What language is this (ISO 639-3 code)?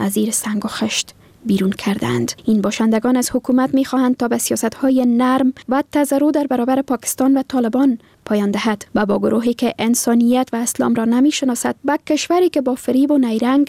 fas